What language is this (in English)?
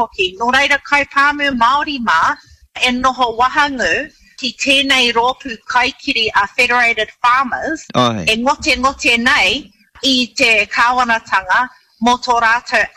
Māori